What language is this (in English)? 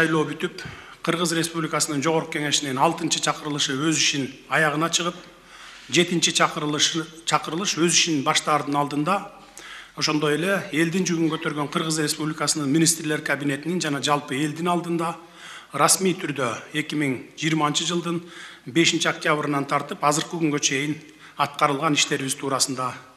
Kyrgyz